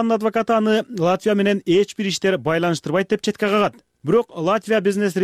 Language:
Kyrgyz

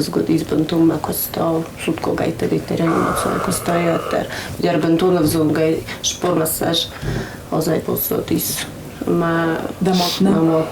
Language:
Ossetic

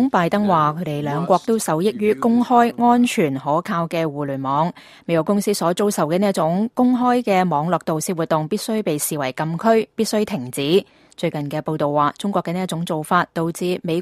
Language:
Cantonese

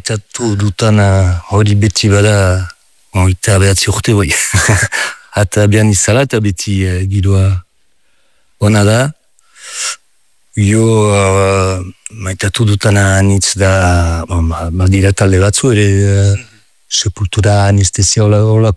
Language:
Basque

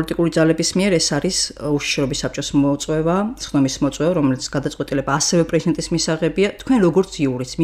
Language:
Georgian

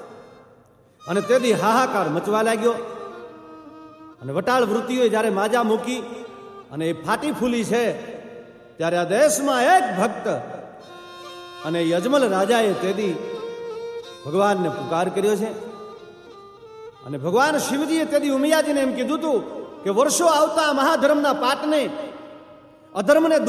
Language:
Gujarati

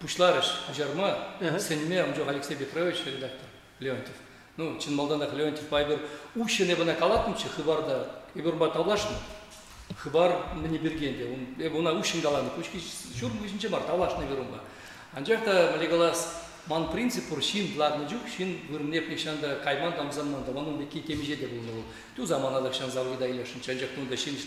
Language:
Chuvash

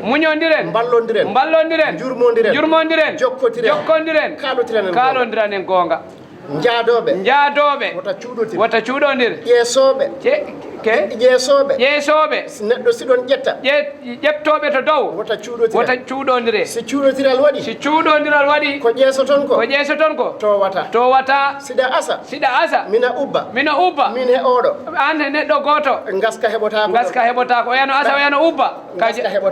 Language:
Fula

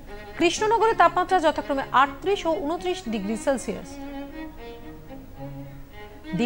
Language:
Bangla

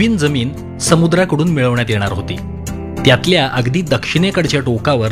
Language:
Marathi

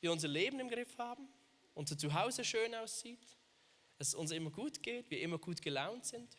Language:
Swiss German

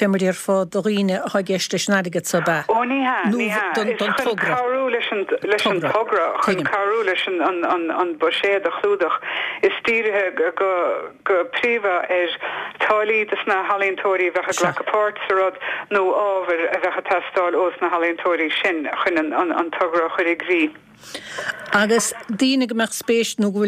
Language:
Irish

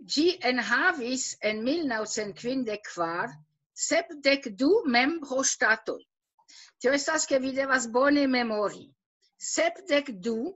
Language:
Esperanto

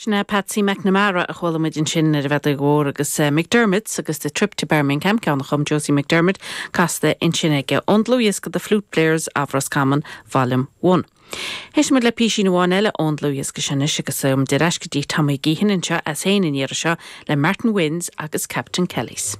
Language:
Irish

